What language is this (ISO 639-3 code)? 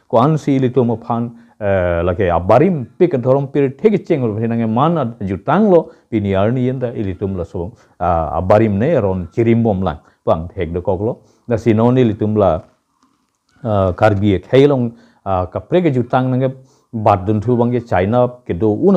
mjw